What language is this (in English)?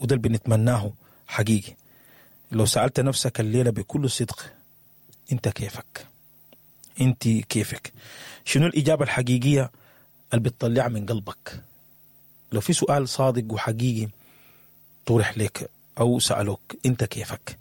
Sudanese Arabic